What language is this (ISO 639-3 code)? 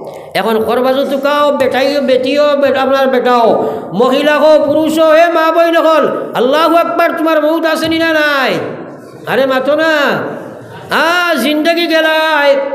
syl